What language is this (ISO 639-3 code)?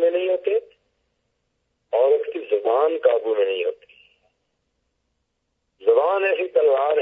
urd